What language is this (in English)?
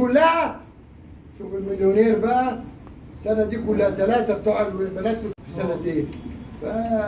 Egyptian Arabic